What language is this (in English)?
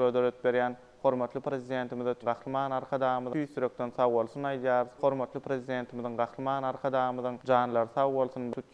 Turkmen